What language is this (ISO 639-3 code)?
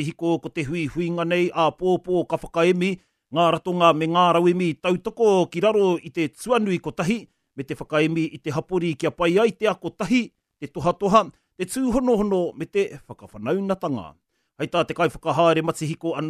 mri